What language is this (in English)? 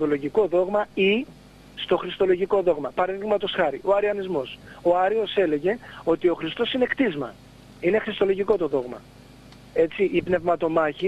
Greek